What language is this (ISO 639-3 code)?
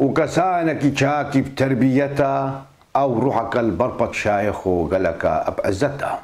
kur